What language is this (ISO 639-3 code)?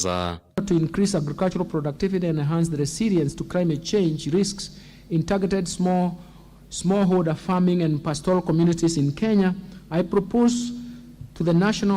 kam